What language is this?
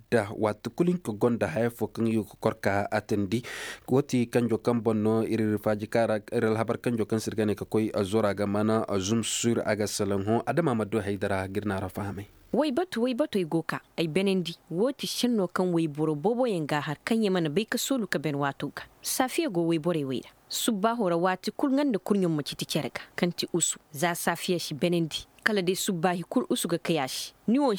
Koyraboro Senni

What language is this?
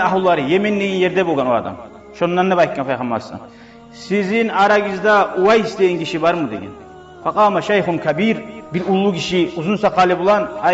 Kumyk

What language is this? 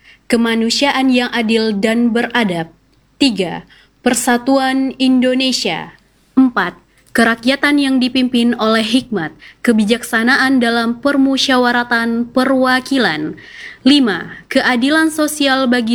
Indonesian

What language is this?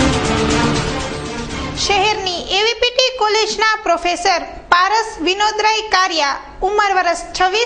Gujarati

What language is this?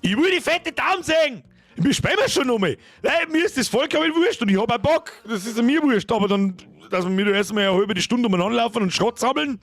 Bavarian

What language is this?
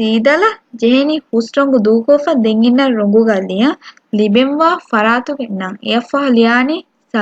Divehi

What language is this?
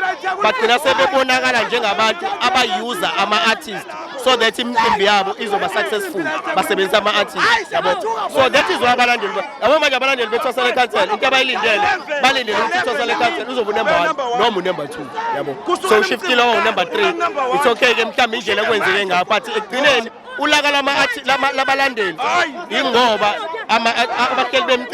Zulu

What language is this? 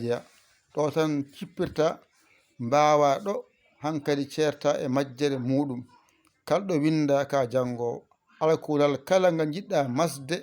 Fula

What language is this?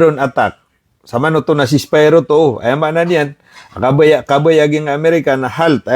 Maranao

